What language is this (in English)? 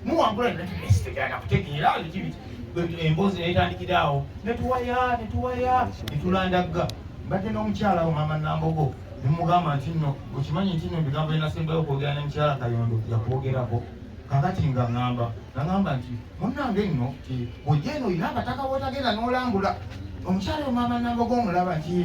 Ganda